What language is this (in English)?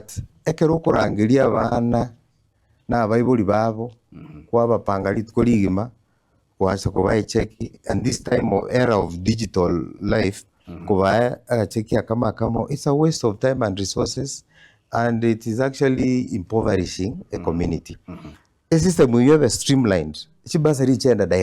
Gusii